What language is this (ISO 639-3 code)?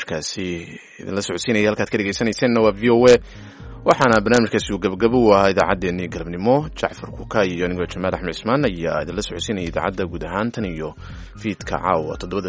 som